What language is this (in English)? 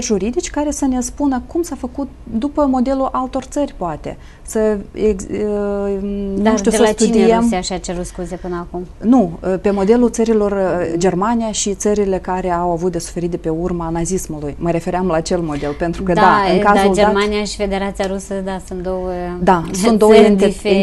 Romanian